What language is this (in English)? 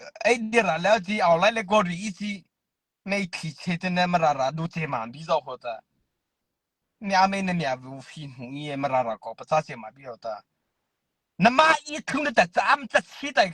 Mara Chin